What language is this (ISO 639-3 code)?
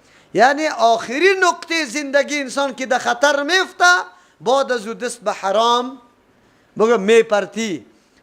fas